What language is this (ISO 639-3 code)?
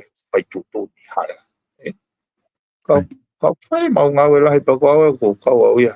ton